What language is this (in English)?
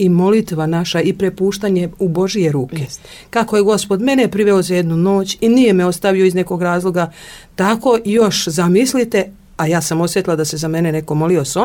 Serbian